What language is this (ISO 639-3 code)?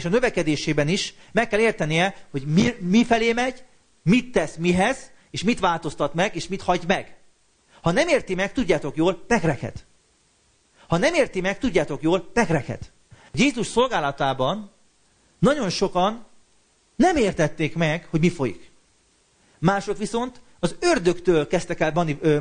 hun